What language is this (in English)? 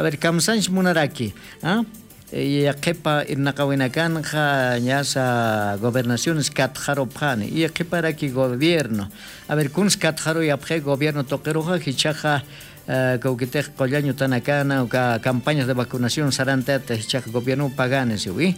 Aymara